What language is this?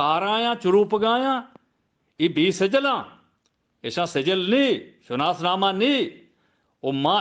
Eastern Balochi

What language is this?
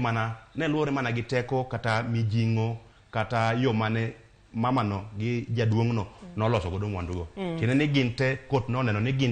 Luo (Kenya and Tanzania)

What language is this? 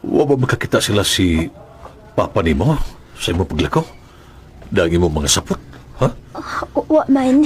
Cebuano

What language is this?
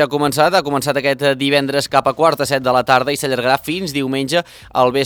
Catalan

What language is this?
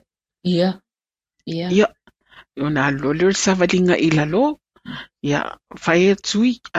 Samoan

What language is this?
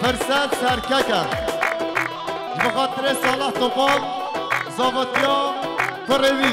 Kurdish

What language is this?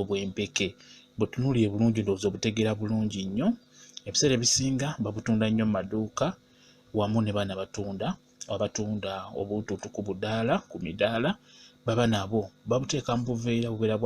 Ganda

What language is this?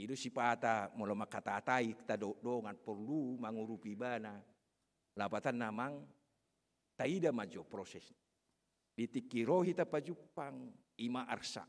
Batak Toba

